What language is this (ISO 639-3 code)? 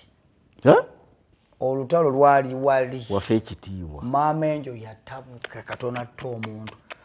lug